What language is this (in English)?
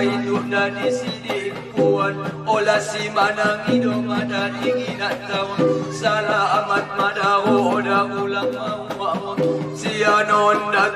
Batak Angkola